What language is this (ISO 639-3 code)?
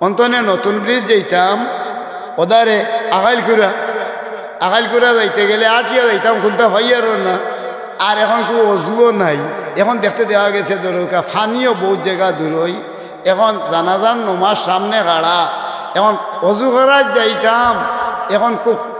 syl